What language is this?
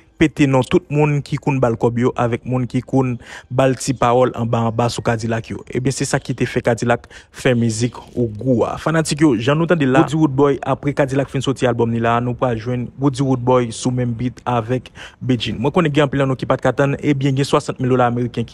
Haitian Creole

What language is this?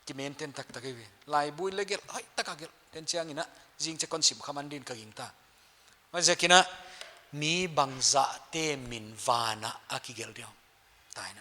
Paite Chin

